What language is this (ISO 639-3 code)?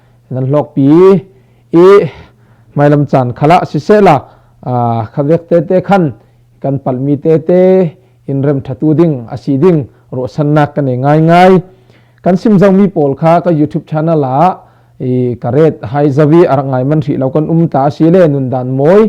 cfm